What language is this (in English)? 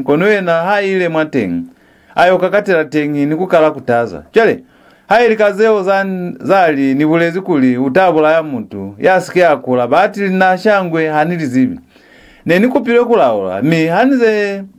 Lozi